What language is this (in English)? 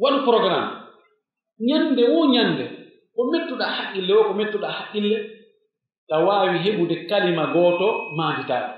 Pular